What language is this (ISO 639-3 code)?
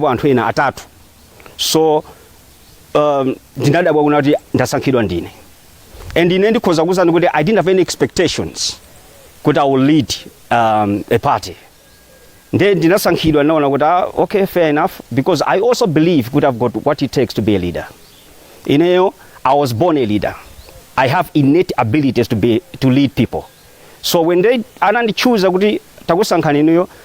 nya